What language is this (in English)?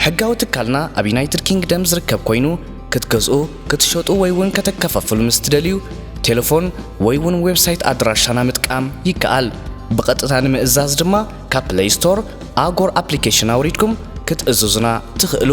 Tigrinya